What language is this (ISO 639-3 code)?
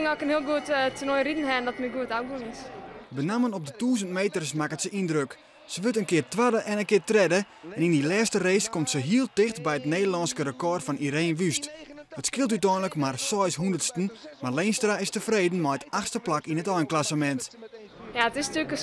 fry